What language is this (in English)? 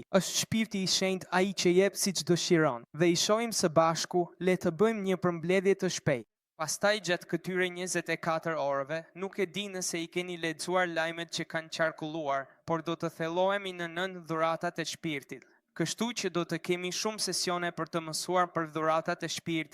Albanian